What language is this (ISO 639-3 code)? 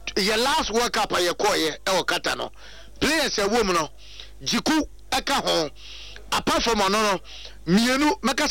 aka